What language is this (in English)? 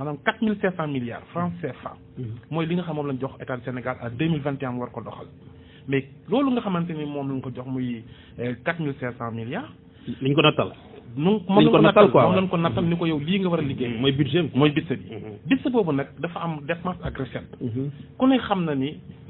Wolof